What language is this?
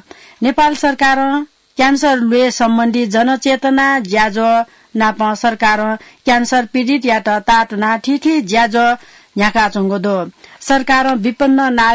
Newari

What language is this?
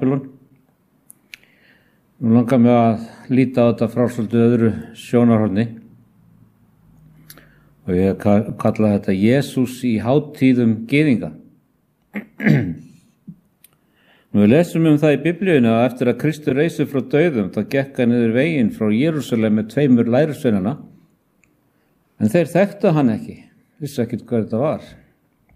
Icelandic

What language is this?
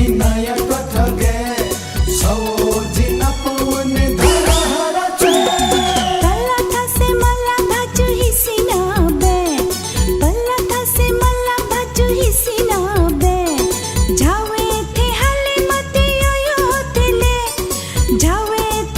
Newari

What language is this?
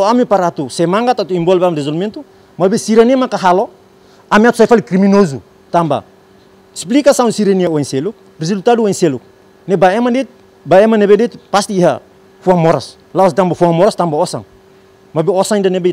Tetum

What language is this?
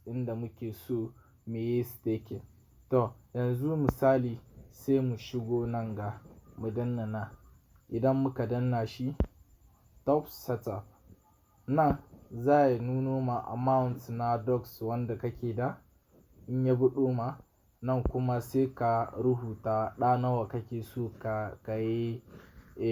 Hausa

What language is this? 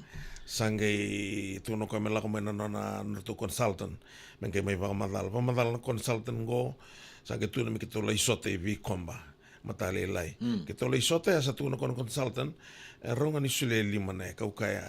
Fijian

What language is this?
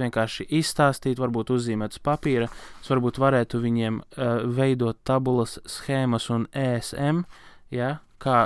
Latvian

